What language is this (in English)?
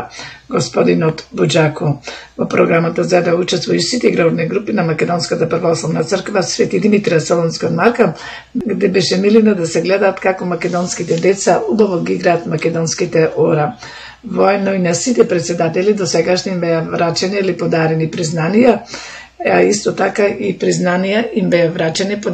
Macedonian